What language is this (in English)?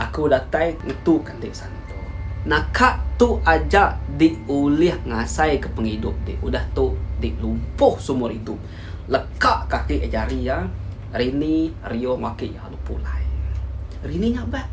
Iban